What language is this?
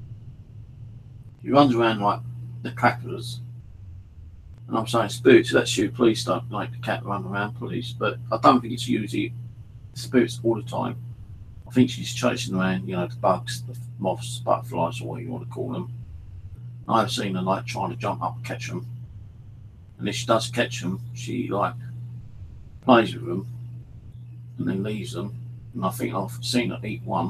English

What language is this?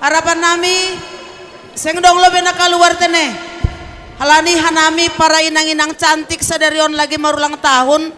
Batak Simalungun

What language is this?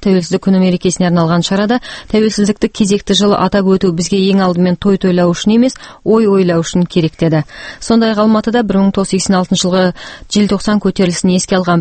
Kazakh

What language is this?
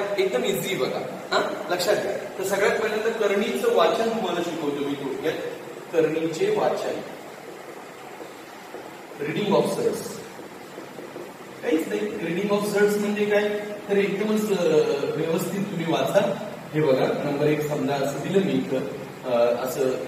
Marathi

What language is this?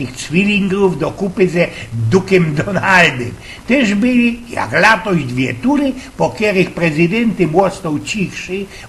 Silesian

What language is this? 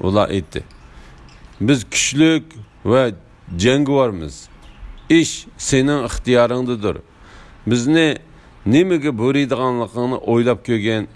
Uyghur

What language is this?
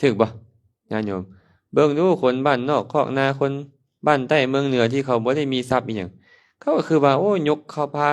Lao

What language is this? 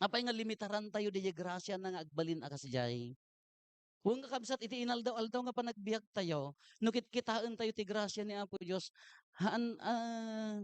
Iloko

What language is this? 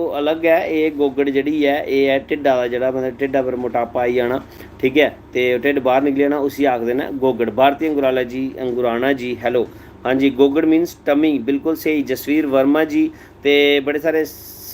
Dogri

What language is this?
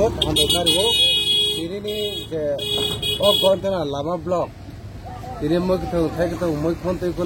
Kok Borok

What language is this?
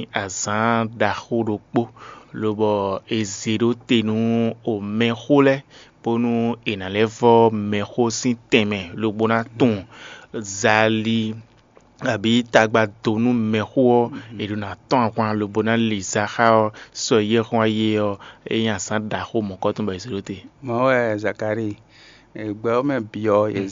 Fon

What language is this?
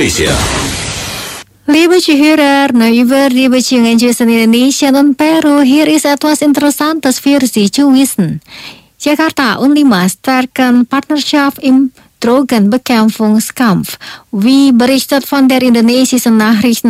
German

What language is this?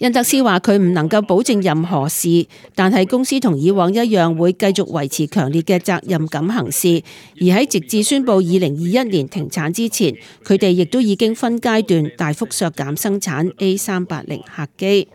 Cantonese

